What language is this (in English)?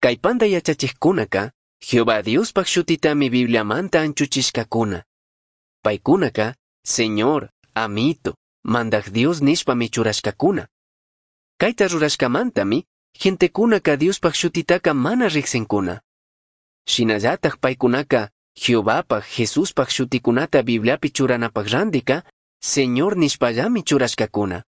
Chimborazo Highland Quichua